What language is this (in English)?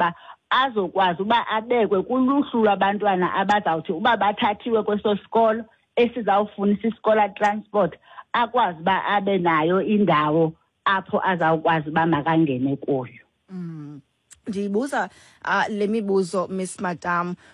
Xhosa